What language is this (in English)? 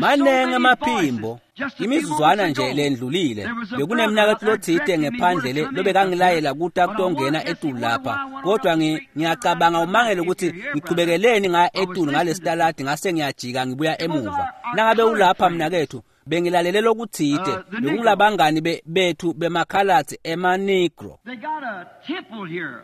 Swati